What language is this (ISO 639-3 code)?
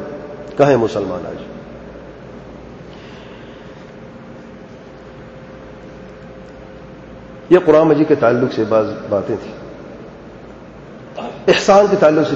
urd